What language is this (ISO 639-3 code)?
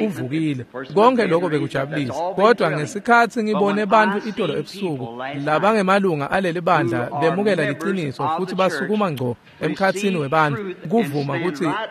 ssw